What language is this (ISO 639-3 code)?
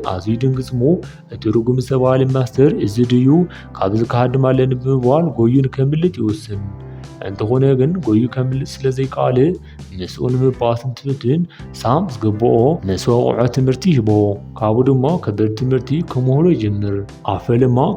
tir